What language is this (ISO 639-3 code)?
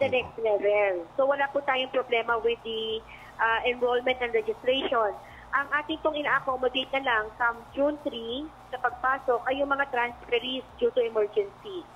fil